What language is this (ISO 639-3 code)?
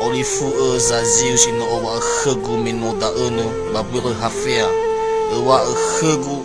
nia